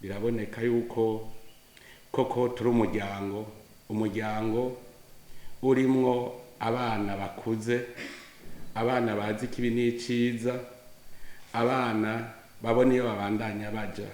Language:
Rundi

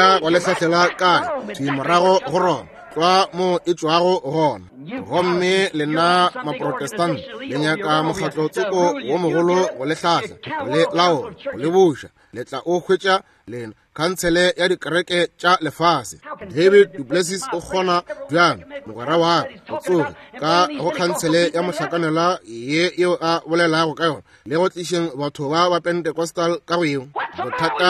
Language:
Northern Sotho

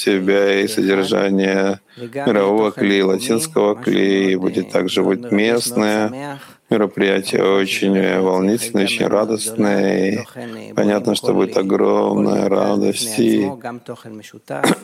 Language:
Russian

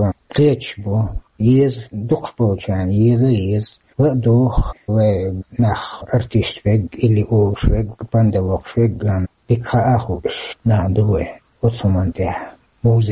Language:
Chechen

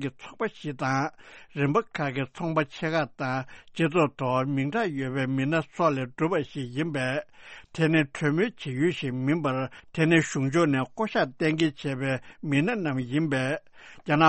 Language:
Tibetan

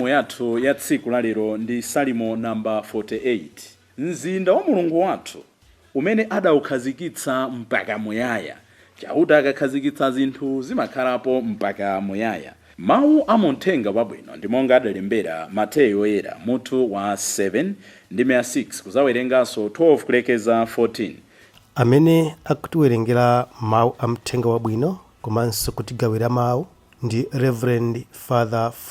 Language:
Nyanja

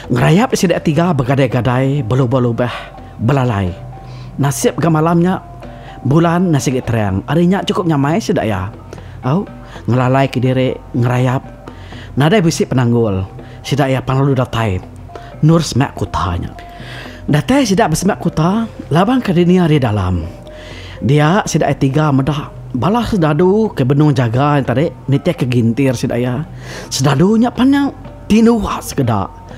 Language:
Iban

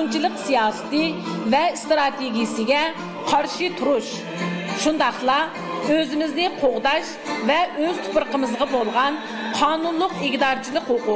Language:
Uyghur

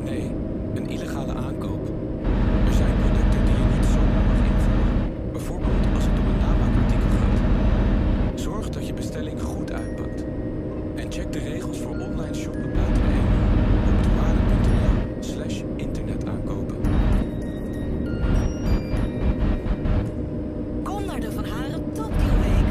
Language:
Dutch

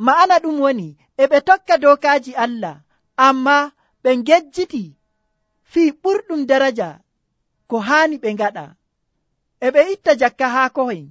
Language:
Nigerian Fulfulde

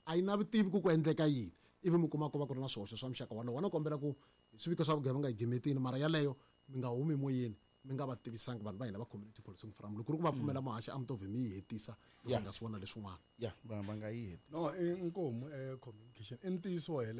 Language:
Tsonga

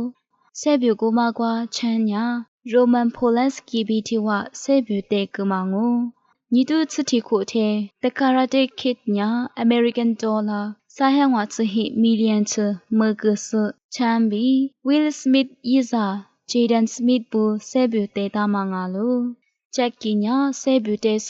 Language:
Lisu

